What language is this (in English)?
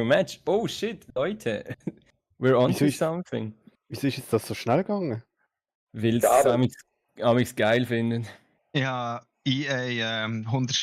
Swiss German